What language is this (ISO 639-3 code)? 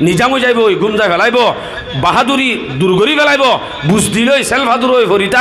rhg